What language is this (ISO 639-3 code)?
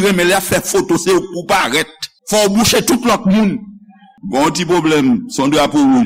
hat